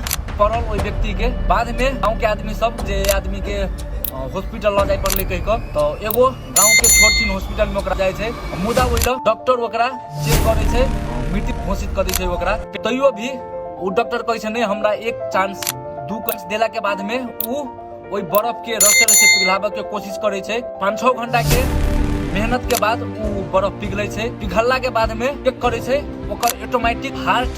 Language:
Maithili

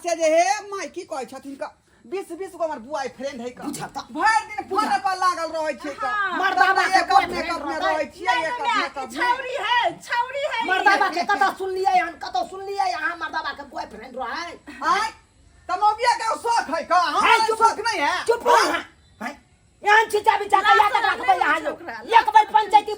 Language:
Maithili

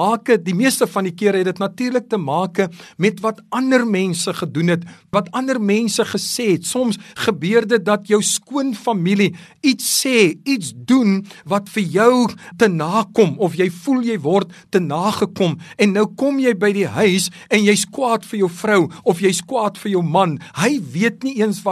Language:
Afrikaans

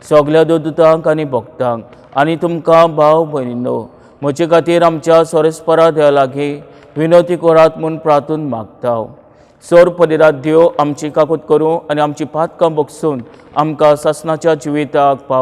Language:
Konkani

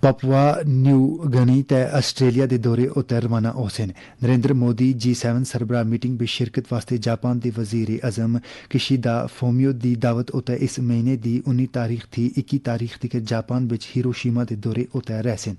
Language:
Gujari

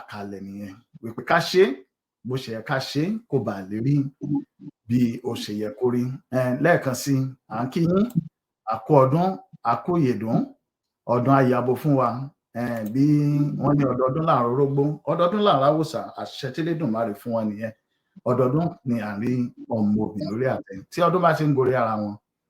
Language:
Yoruba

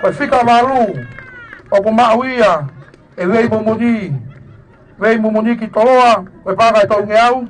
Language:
Tongan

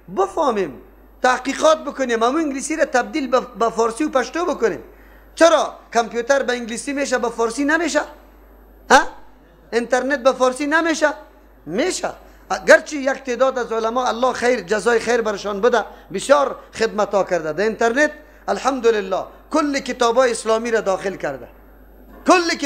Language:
Persian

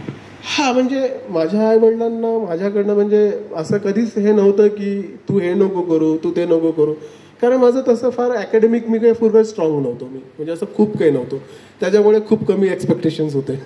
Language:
Marathi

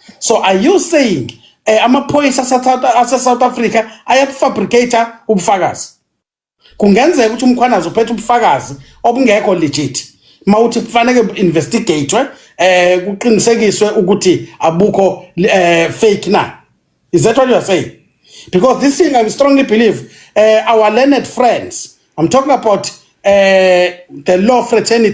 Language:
Zulu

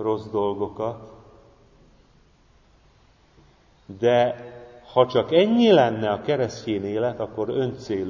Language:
Hungarian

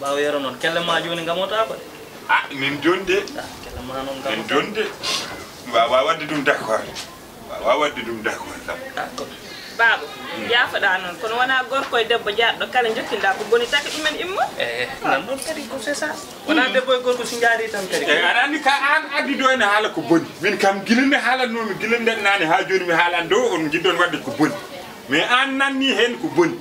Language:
Fula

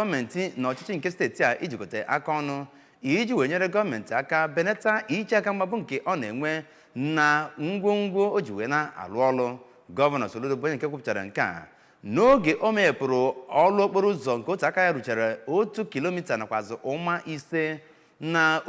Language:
Igbo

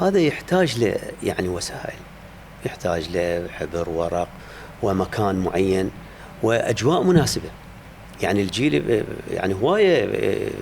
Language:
Mesopotamian Arabic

